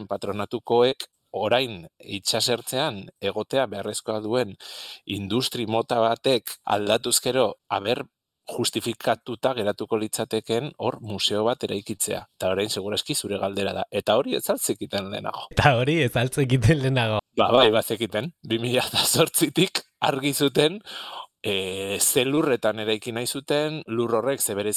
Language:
Basque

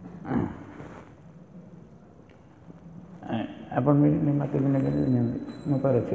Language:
Odia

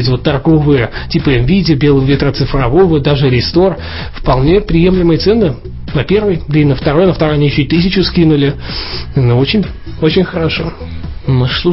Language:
Russian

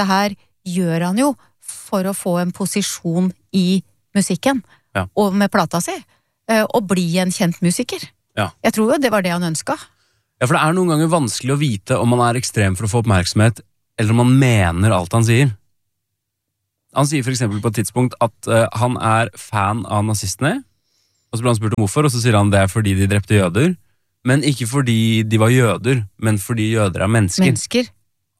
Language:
Norwegian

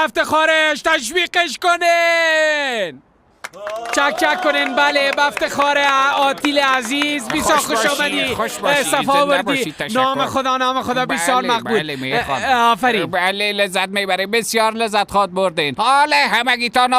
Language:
Persian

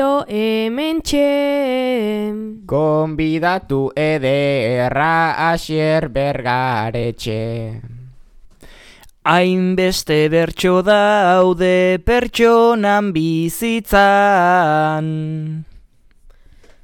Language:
Basque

